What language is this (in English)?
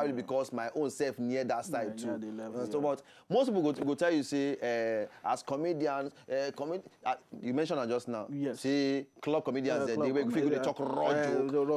Nigerian Pidgin